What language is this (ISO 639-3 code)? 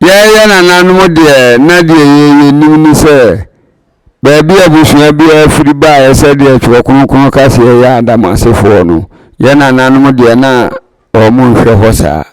aka